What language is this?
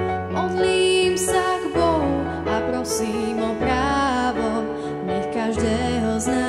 Slovak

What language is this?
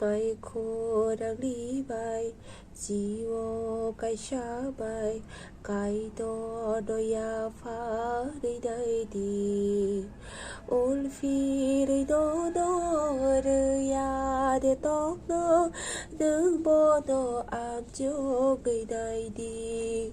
Kok Borok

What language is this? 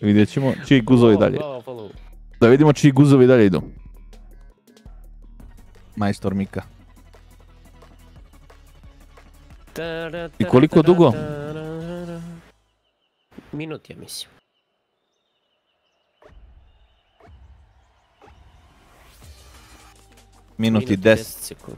Serbian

